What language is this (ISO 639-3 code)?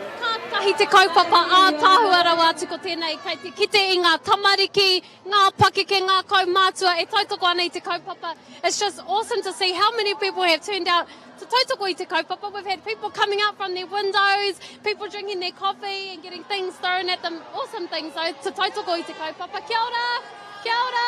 mri